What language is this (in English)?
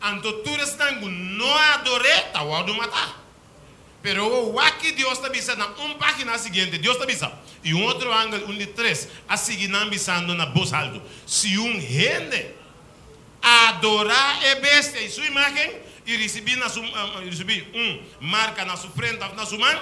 Papiamento